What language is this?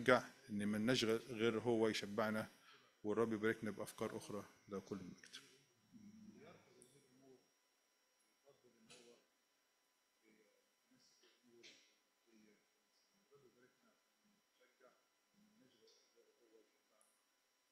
Egyptian Arabic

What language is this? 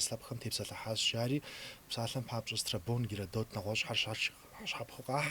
Kabardian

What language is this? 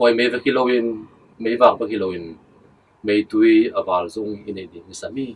Tedim Chin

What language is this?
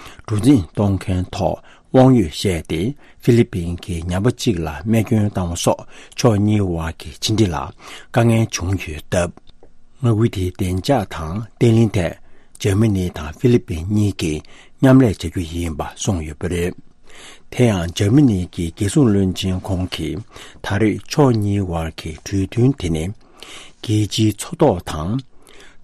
Tibetan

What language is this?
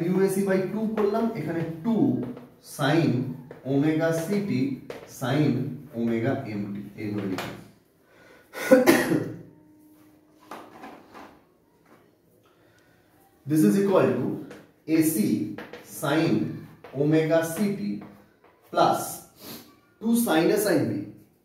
Bangla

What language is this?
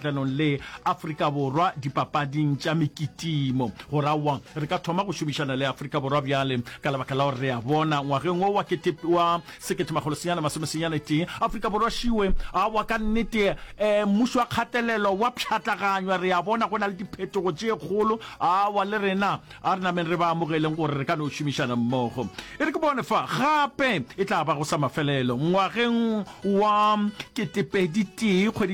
Northern Sotho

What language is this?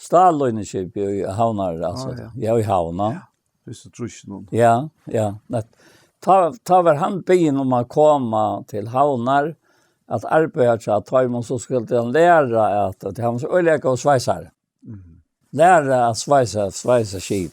Faroese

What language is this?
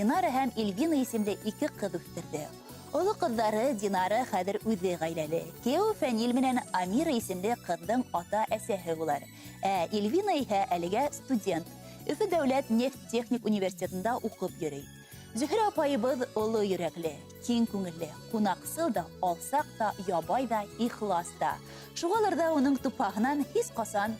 Bashkir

